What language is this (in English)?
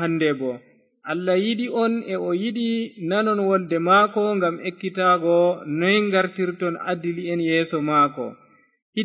Fula